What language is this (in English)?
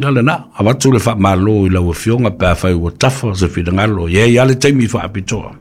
Samoan